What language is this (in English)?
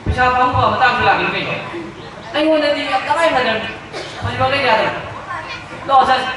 Manipuri